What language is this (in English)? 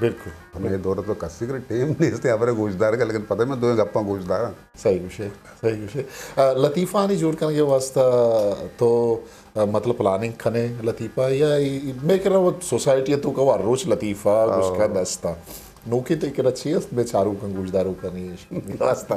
Eastern Balochi